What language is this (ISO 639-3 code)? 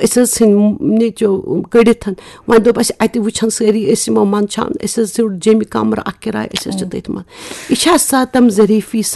kas